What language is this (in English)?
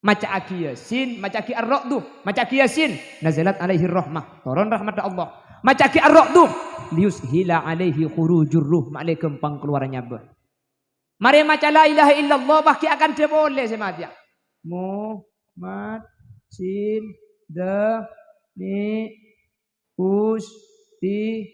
Madurese